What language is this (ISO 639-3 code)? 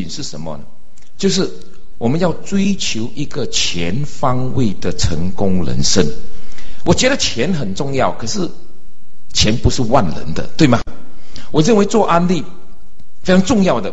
zho